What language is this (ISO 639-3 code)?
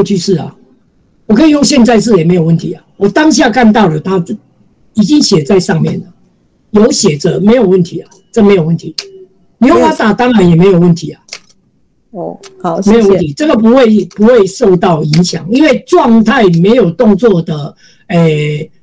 zho